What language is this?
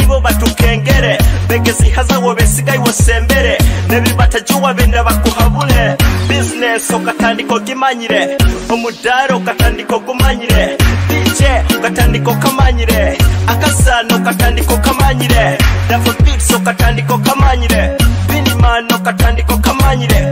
Nyoro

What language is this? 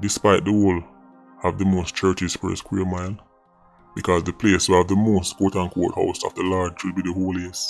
Jamaican Creole English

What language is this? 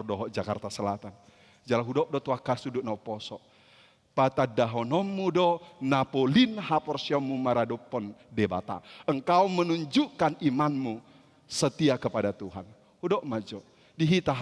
Batak Toba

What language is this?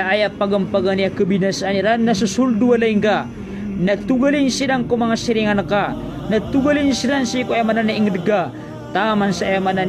Maranao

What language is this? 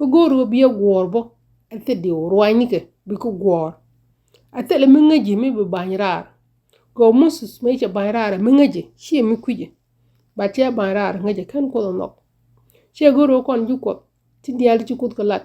Nuer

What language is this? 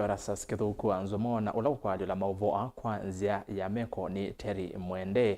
Kamba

